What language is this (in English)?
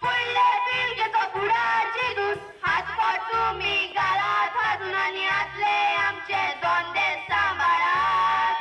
Konkani